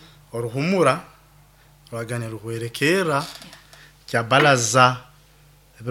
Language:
Nyoro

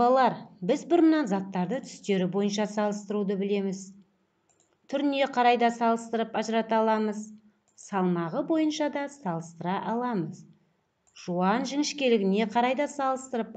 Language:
Kazakh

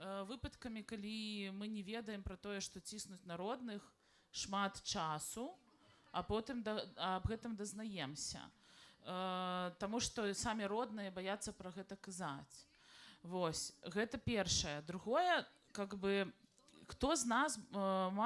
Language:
Belarusian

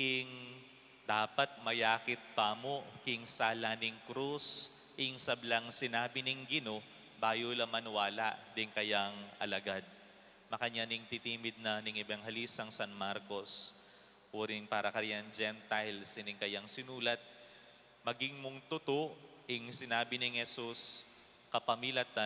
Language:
Pampanga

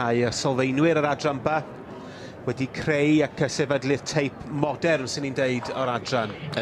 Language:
Welsh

